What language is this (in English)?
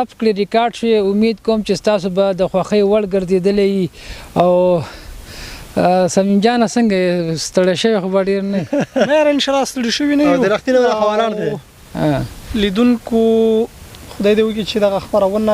Pashto